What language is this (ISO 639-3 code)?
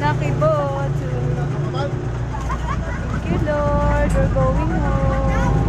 hil